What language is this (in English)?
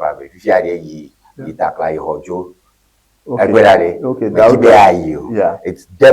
Ewe